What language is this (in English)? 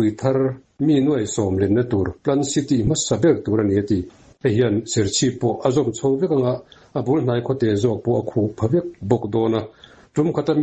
Mizo